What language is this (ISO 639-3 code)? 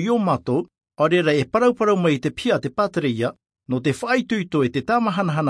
tah